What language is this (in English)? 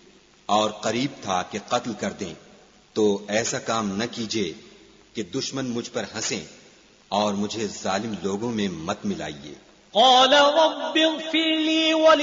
Urdu